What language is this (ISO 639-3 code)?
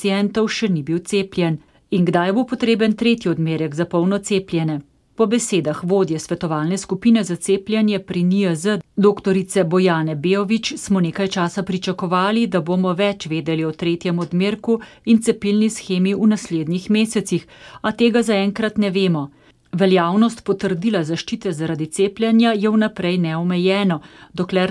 slv